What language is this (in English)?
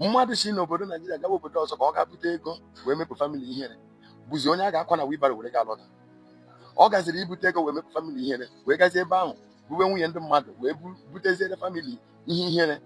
Igbo